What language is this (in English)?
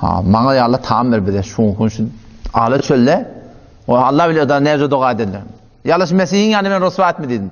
Turkmen